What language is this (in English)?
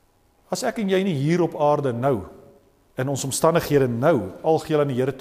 Afrikaans